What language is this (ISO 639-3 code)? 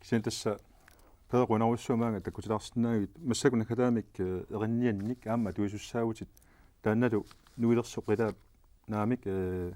kal